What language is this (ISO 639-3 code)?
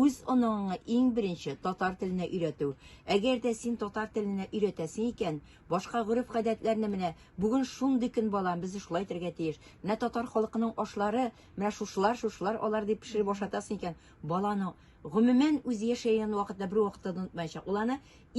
tat